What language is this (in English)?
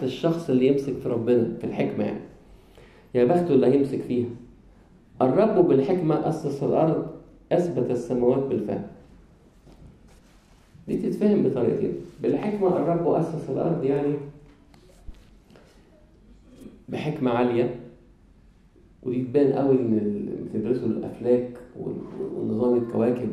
Egyptian Arabic